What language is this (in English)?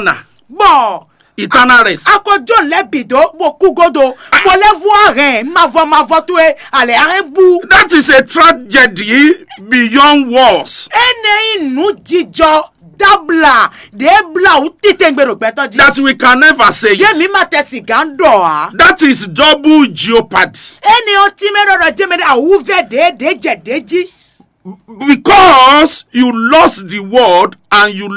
Fon